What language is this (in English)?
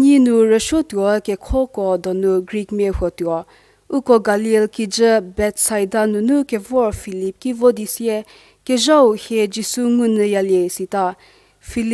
Angami Naga